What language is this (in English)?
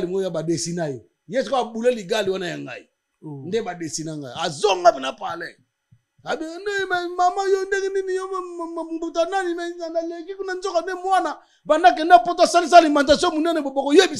Lingala